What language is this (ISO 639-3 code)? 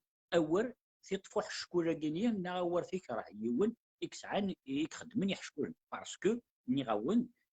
kab